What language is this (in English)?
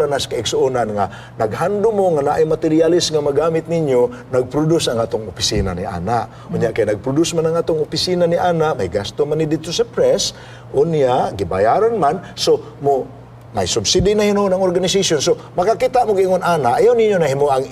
Cebuano